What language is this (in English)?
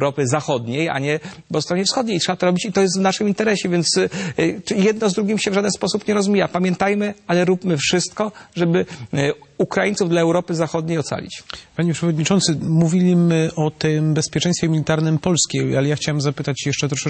Polish